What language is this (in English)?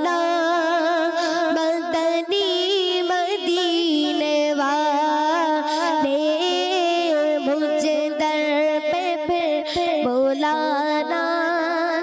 Urdu